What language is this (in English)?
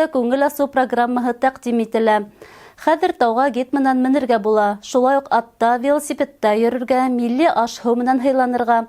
Bashkir